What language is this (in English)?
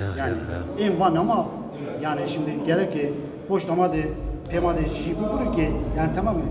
Zaza